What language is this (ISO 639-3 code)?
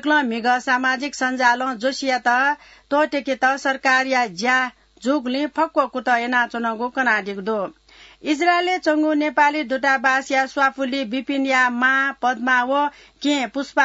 new